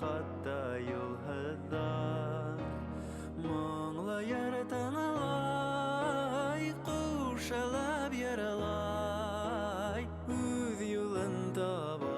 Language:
Bashkir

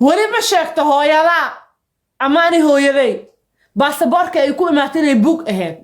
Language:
Somali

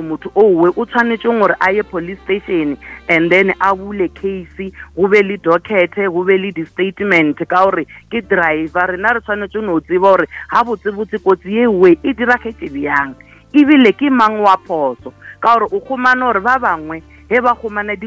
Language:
Northern Sotho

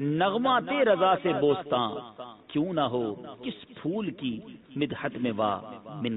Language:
Urdu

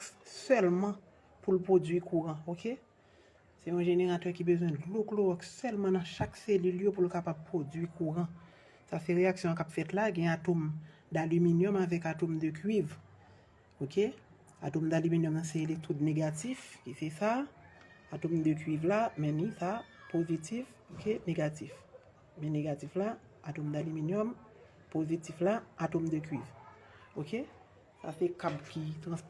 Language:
Haitian Creole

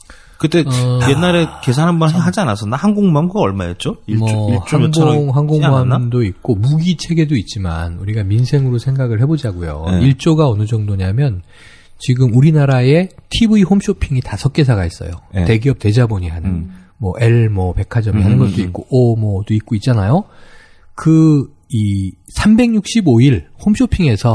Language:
Korean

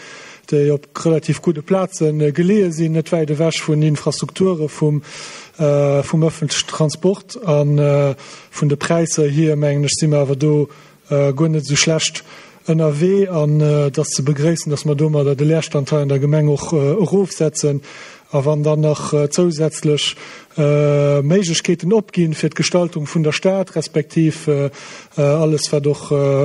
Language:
Luxembourgish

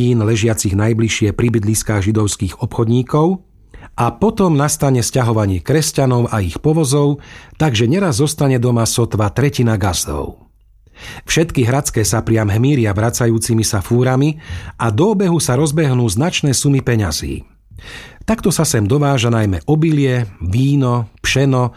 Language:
Slovak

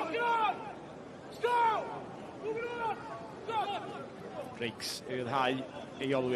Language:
Welsh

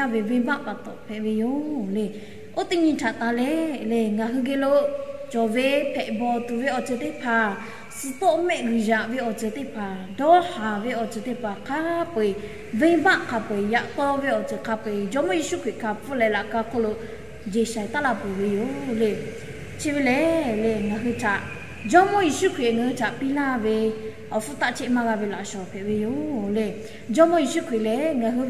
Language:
Lahu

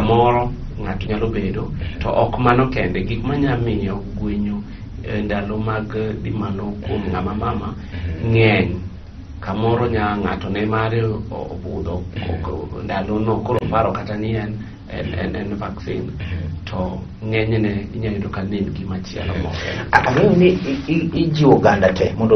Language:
Luo (Kenya and Tanzania)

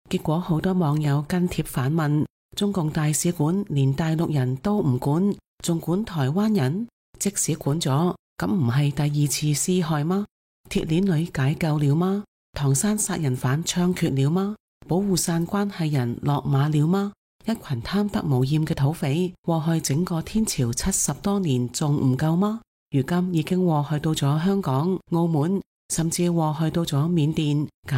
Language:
Cantonese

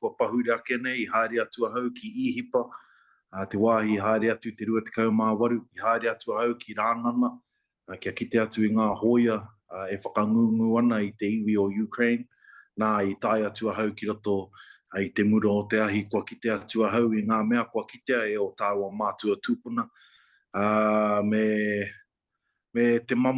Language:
Māori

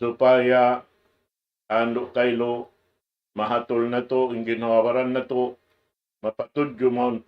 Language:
Tausug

